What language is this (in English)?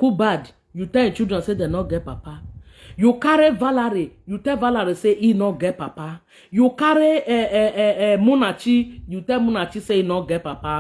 Nigerian Pidgin